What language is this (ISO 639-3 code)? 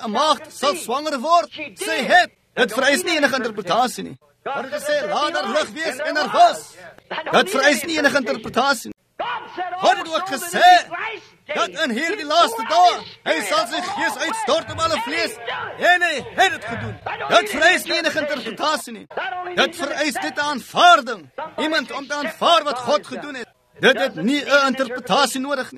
afr